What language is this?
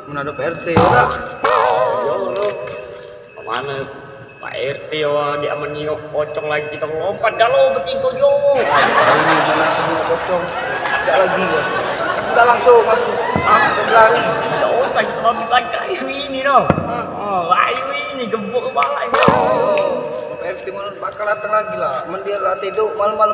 Musi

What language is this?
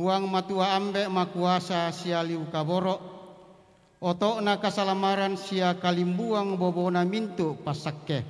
Toraja-Sa'dan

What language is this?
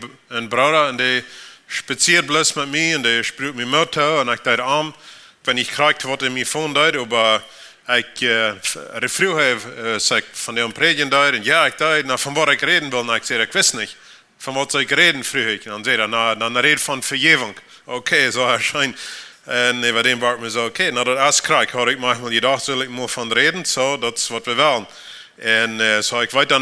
Plautdietsch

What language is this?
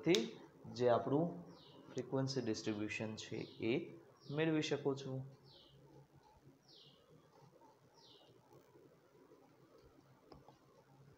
Gujarati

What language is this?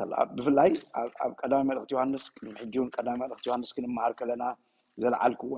Tigrinya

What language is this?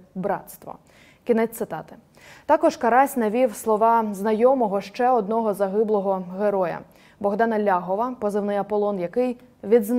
Ukrainian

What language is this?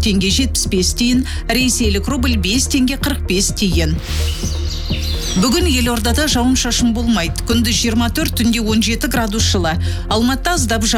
Kazakh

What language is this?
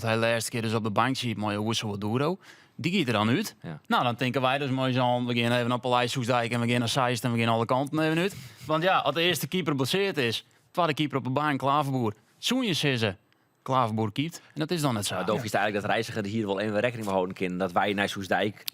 Western Frisian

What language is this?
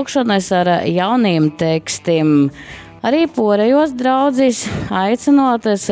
Latgalian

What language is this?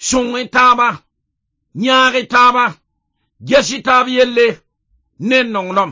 Mossi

